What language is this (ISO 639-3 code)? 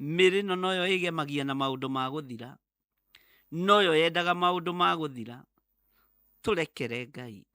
kik